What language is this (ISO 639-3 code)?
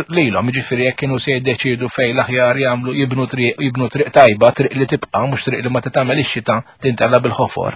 mlt